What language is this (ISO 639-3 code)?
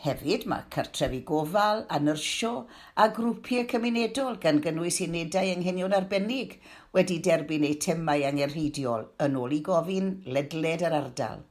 cym